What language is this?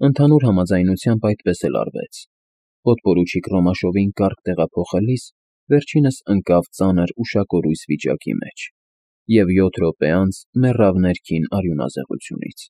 Armenian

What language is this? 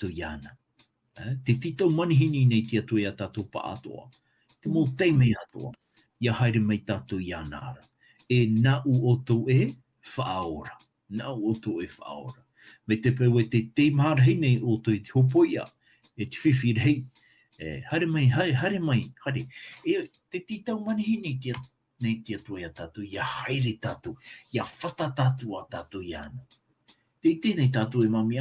Tahitian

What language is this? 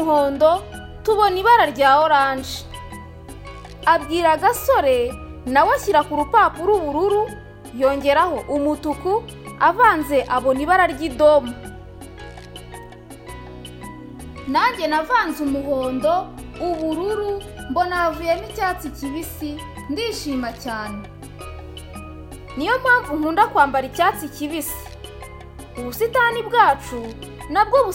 Kinyarwanda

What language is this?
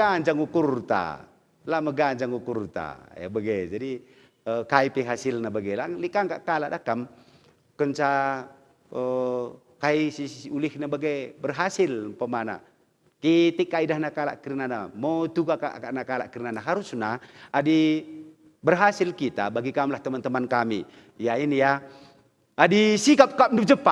Batak Karo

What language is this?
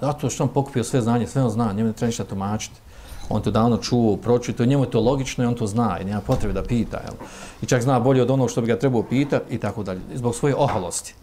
Bosnian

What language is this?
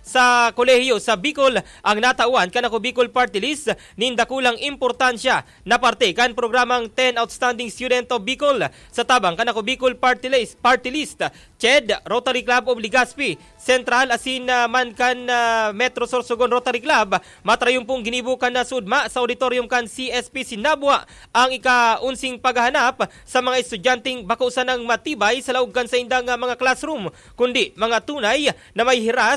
Bikol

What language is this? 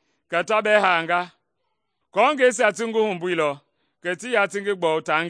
Mende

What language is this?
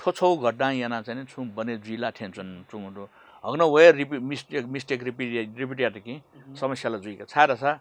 Newari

